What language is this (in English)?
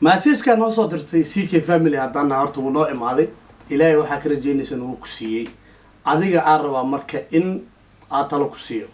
Somali